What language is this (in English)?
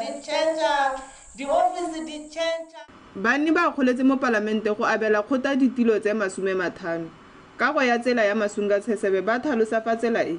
Tswana